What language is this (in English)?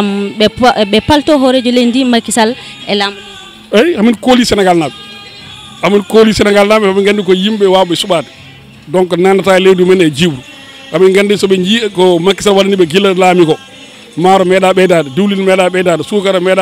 Fula